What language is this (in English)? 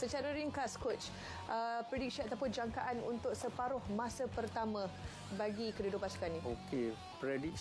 Malay